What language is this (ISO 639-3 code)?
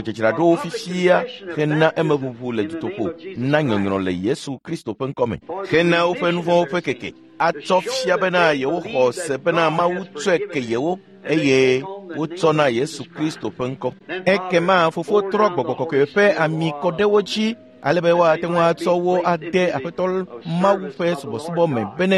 ewe